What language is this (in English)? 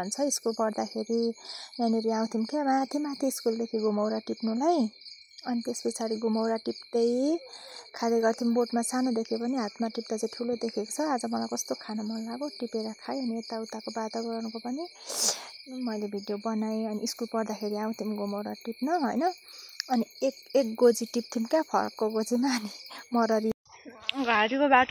Nepali